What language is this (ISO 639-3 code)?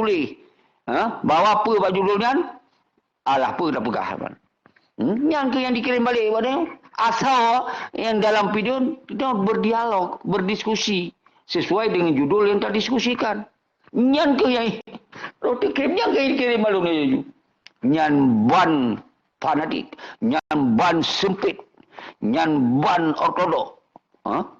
ace